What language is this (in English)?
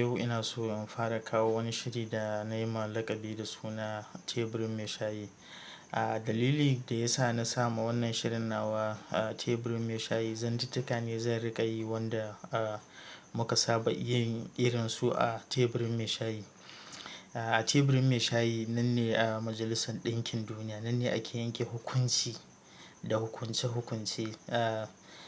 Hausa